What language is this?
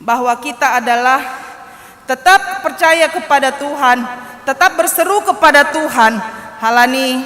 Batak Simalungun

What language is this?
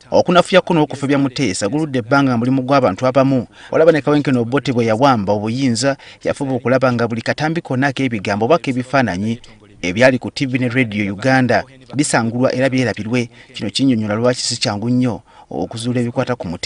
Ganda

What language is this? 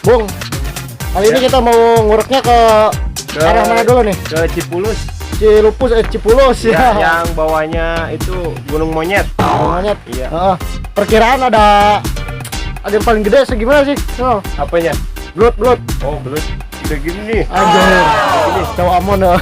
Betawi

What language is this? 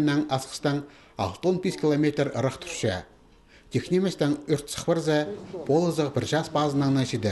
Khakas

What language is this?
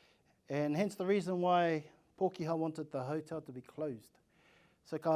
Māori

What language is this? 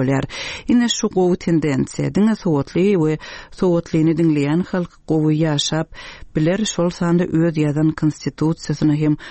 Turkmen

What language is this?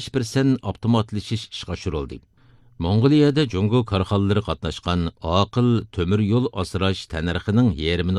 Uyghur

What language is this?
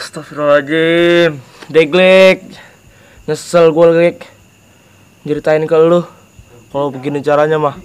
Betawi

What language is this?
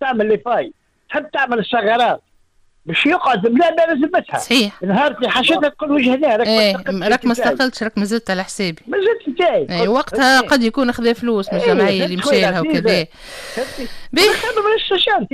Tunisian Arabic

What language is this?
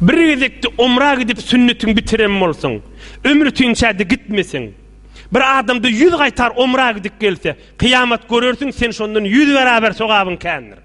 Turkmen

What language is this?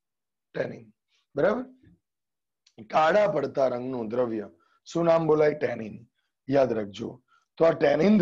Gujarati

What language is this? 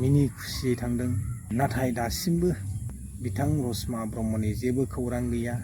Bodo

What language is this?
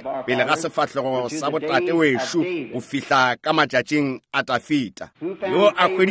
Northern Sotho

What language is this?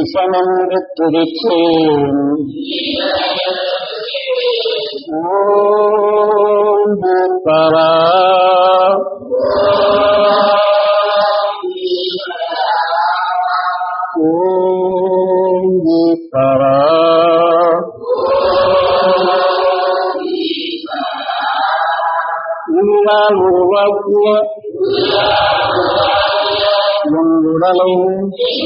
Tamil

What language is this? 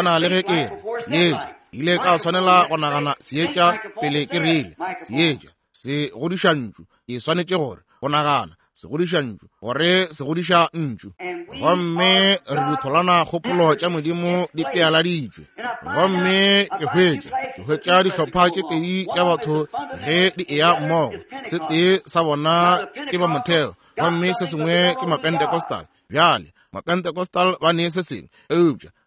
Northern Sotho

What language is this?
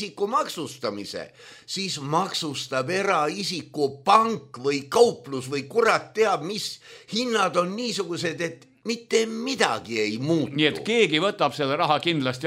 Estonian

